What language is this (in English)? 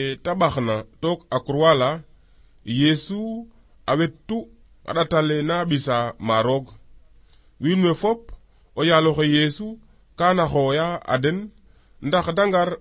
Serer